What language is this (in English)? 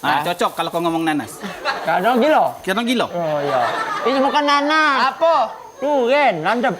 Musi